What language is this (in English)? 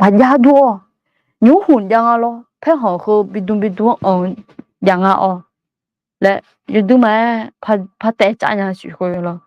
Akha